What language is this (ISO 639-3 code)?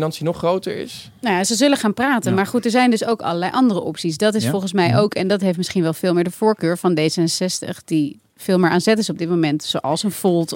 nld